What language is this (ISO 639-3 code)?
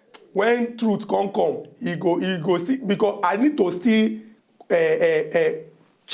pcm